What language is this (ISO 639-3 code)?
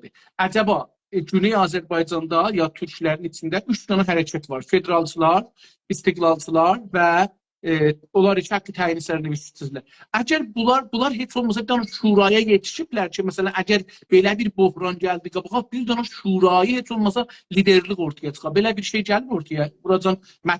azb